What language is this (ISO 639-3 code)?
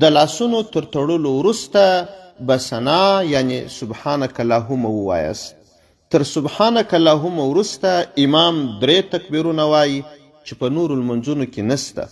pus